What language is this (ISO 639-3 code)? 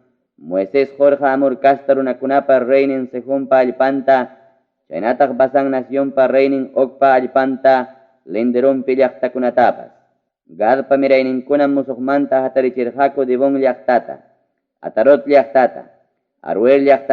quy